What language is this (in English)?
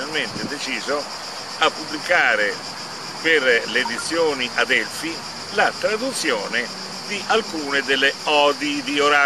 Italian